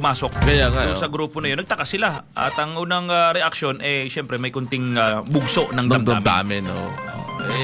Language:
Filipino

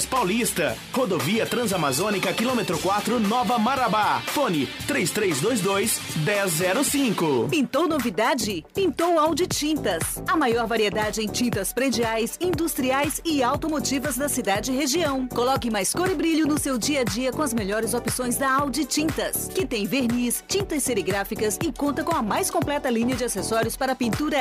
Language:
Portuguese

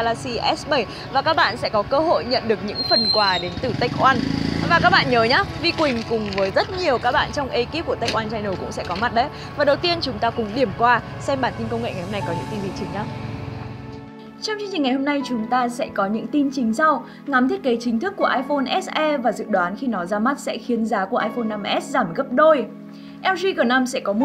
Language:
Vietnamese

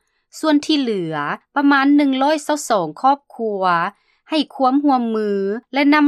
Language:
Lao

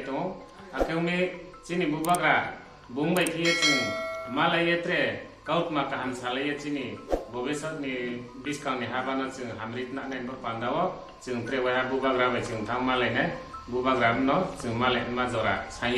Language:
Kok Borok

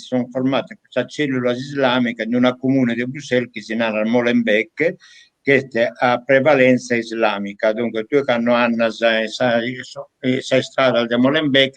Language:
Sardinian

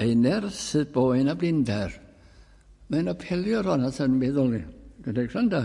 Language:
Welsh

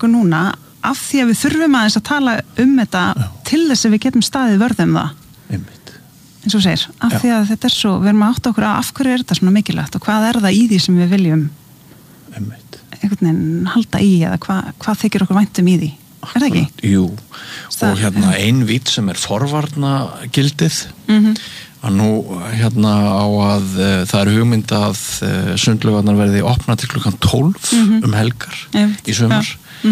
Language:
Icelandic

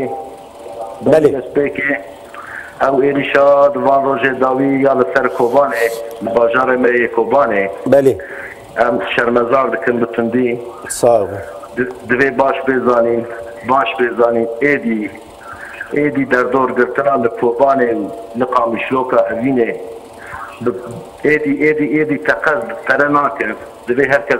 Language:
Kurdish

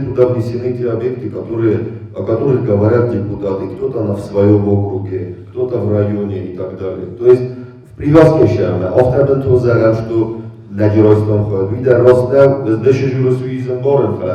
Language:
Ossetic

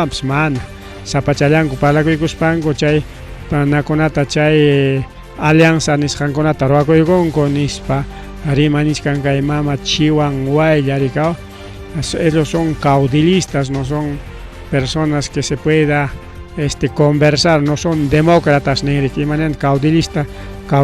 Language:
Ayacucho Quechua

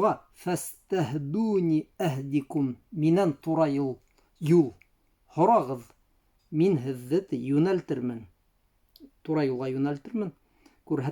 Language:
Bashkir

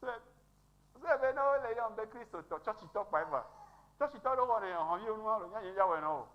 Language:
Ewe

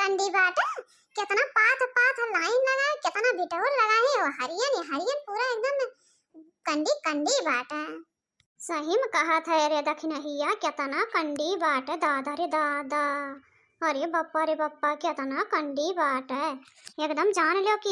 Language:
Awadhi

